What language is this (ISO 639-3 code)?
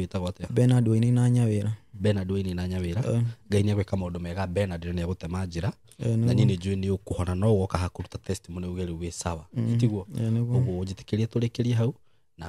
kik